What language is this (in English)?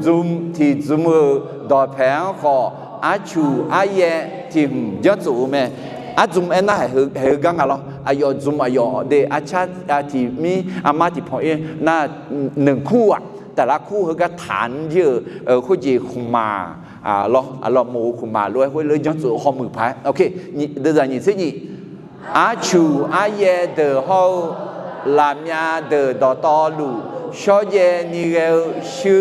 Akha